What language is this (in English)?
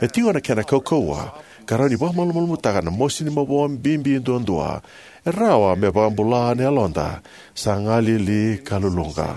Fijian